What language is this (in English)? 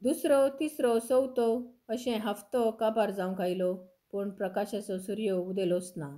Konkani